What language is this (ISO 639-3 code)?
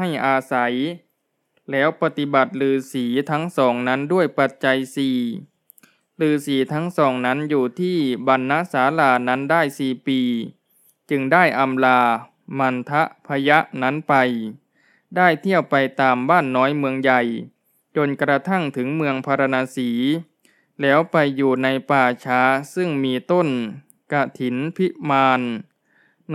tha